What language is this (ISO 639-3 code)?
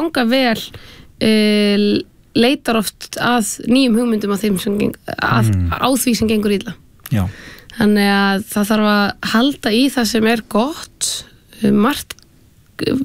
isl